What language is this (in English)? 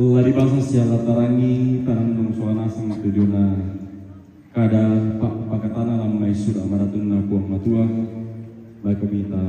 Toraja-Sa'dan